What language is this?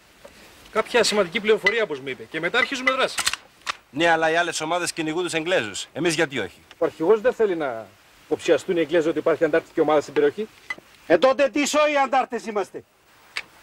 Greek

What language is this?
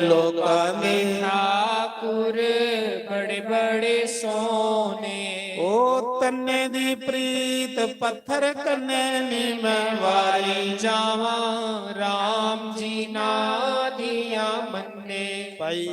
Dogri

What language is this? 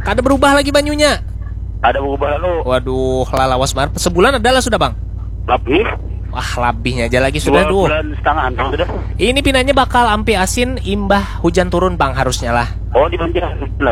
Banjar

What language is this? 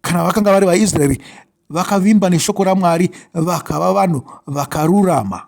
Shona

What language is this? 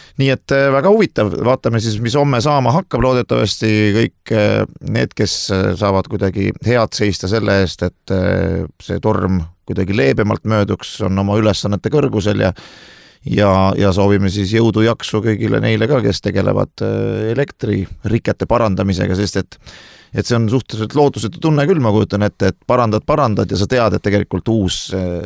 Estonian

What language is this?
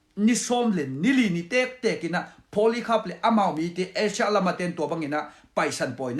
Tedim Chin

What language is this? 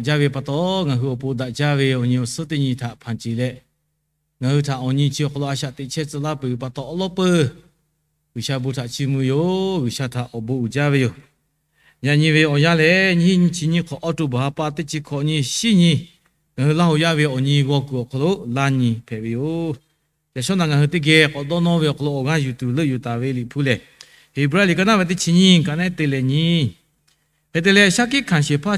Lahu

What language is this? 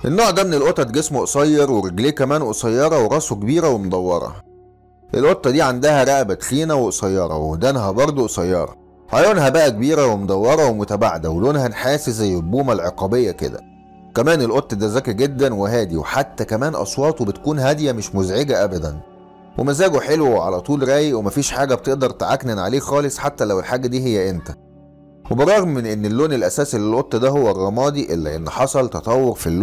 Egyptian Arabic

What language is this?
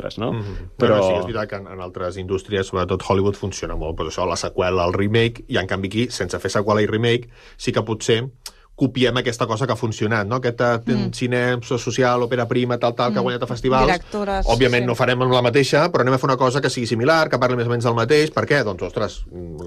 Catalan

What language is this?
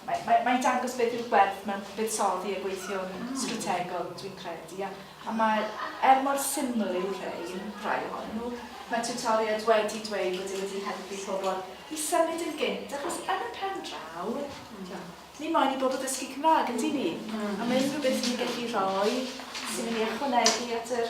Welsh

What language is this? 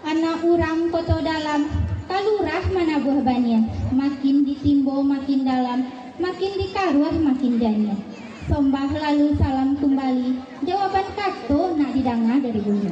Minangkabau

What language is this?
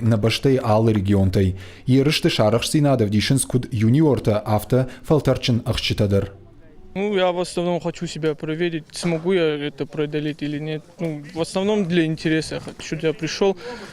Ossetic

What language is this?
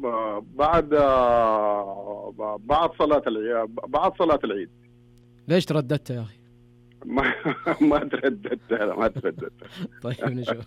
Najdi Arabic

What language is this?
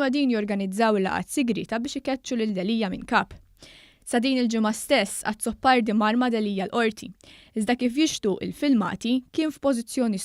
Maltese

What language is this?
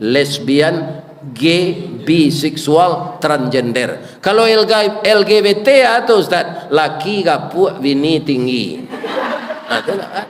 Minangkabau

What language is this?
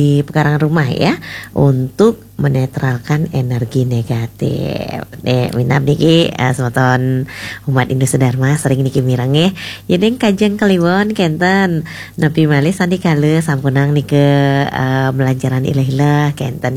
Balinese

